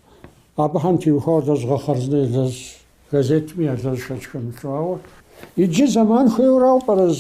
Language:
Kabardian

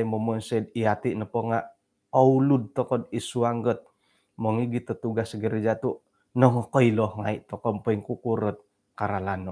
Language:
Central Dusun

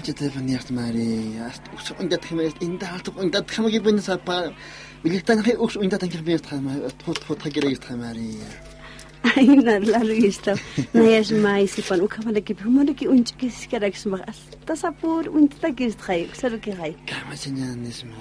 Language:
Aymara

